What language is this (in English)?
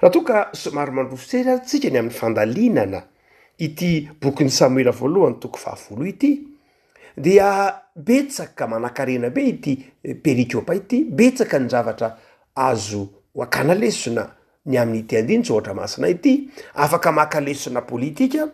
Malagasy